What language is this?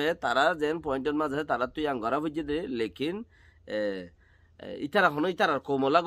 Rohingya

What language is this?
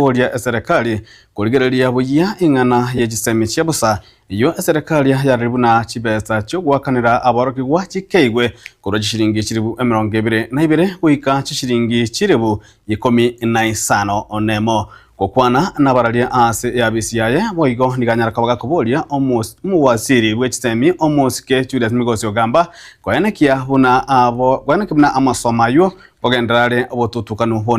Gusii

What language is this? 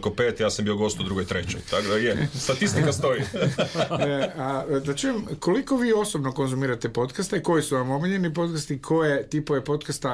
Croatian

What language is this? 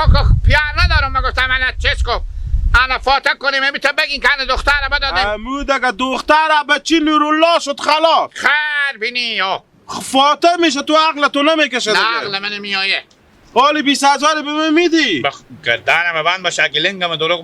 Hazaragi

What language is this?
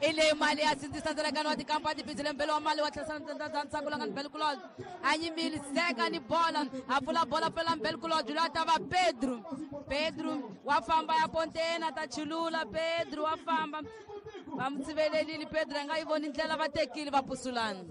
Tsonga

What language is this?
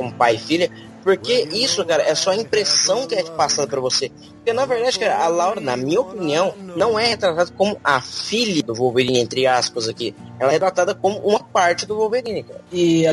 Portuguese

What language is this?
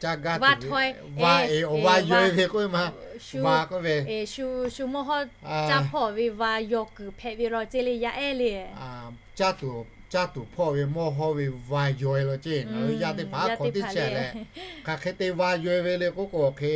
Lahu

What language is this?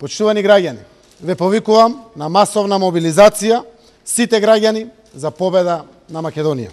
Macedonian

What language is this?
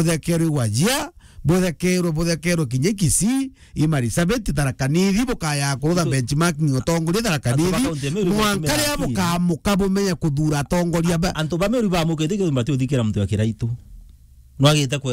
Meru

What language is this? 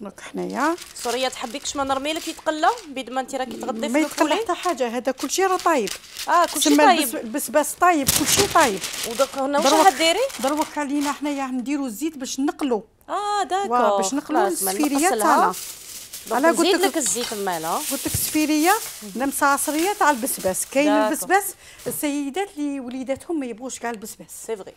Algerian Arabic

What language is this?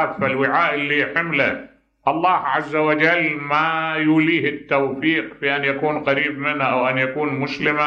Mesopotamian Arabic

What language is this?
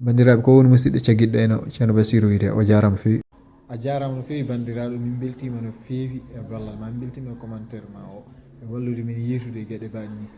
Fula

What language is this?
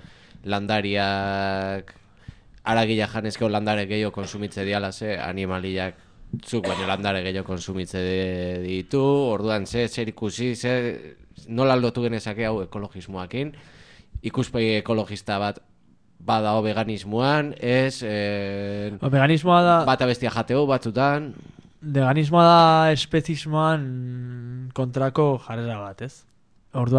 Basque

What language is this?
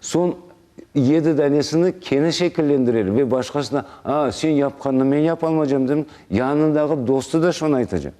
Crimean Tatar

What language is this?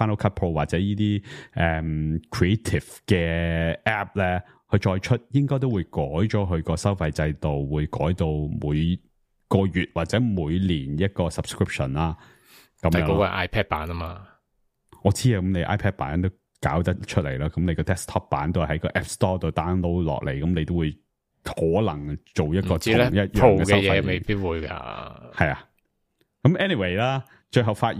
Cantonese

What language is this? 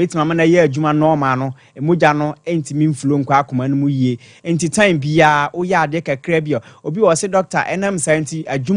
Akan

